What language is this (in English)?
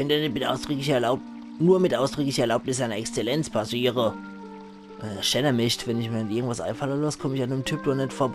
Palatine German